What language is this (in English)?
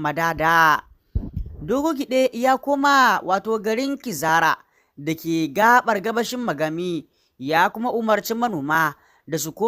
Hausa